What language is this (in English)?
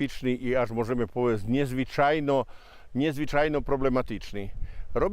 Rusyn